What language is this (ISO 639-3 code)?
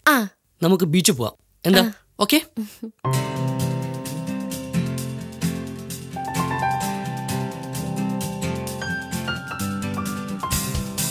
mal